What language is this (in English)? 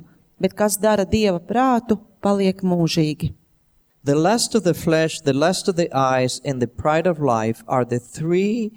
Latvian